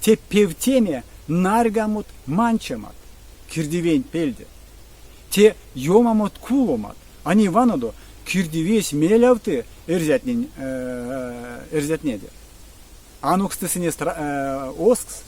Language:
Erzya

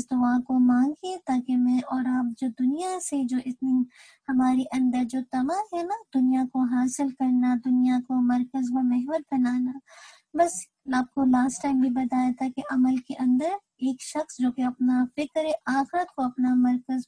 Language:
Urdu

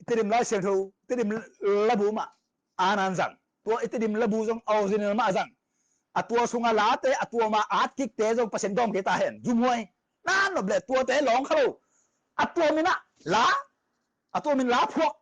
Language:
Tedim Chin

